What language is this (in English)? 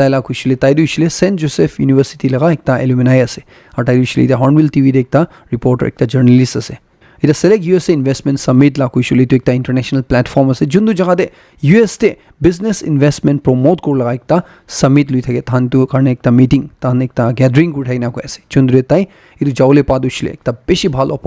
Naga Pidgin